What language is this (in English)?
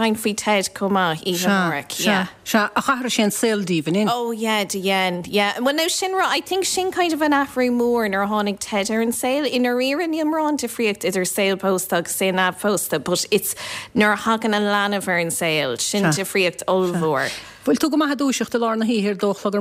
Irish